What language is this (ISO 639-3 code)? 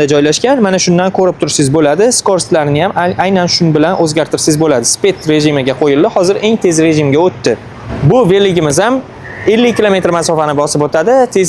uzb